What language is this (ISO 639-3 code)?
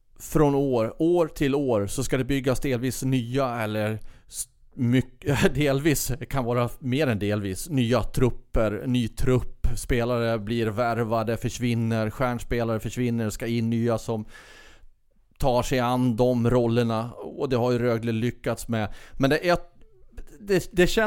swe